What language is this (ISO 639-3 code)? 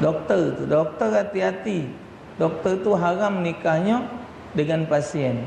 mui